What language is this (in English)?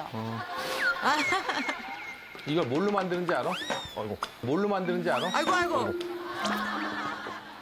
Korean